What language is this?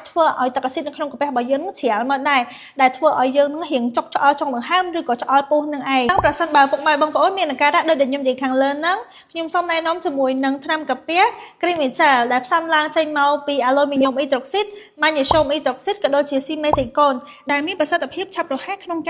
Khmer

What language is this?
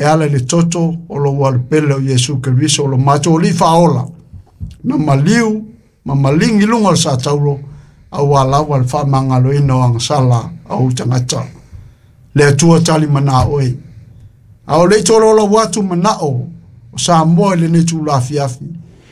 Samoan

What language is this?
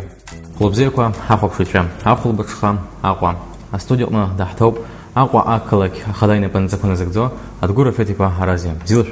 Abkhazian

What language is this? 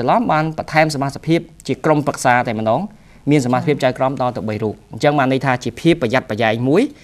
Khmer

